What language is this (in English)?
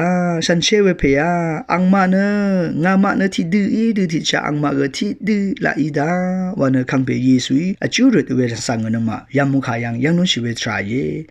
Rawang